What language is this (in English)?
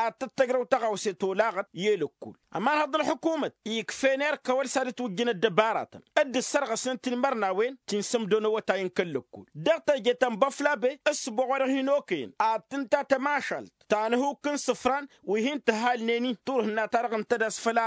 Tamasheq